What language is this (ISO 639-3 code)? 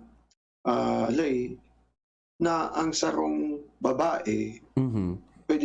bik